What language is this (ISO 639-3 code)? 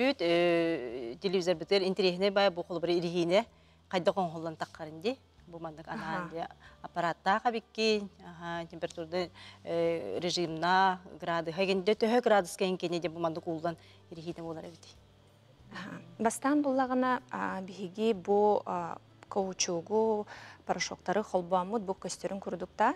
sah